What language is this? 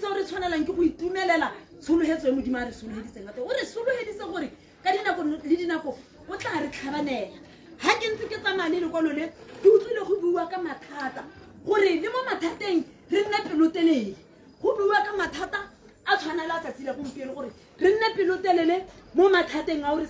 Tswana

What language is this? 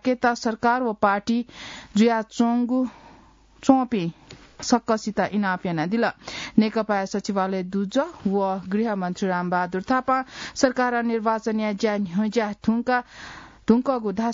Newari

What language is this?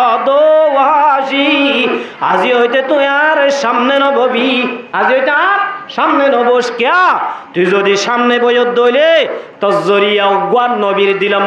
Rohingya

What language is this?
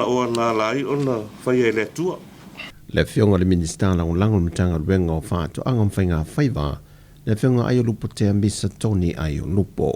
Samoan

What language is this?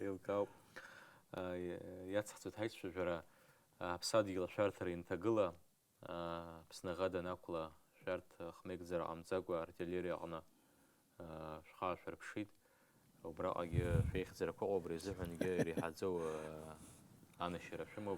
Abkhazian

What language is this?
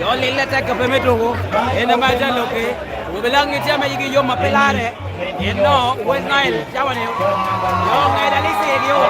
Lango (Uganda)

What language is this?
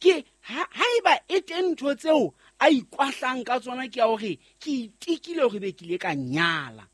Southern Sotho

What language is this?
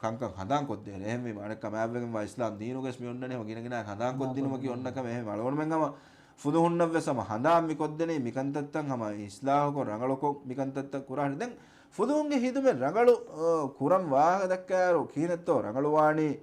Divehi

